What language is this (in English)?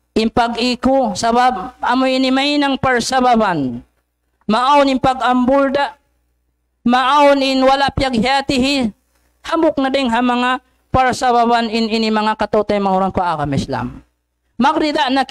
Tausug